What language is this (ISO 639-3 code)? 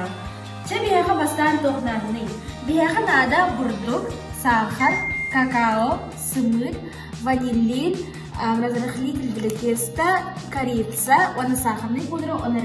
sah